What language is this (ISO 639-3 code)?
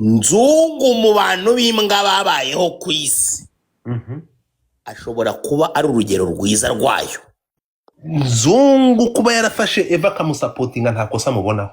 kin